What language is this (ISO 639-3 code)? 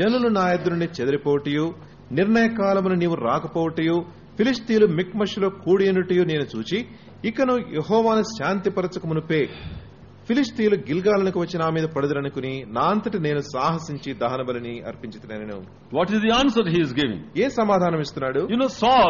tel